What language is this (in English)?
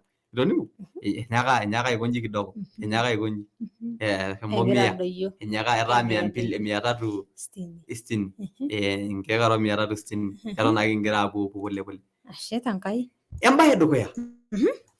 Masai